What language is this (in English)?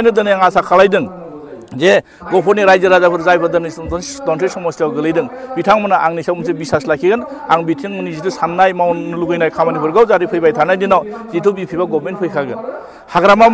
Bodo